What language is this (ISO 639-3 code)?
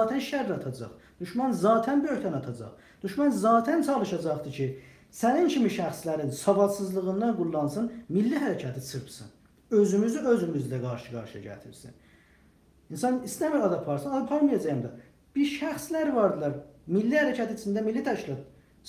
azb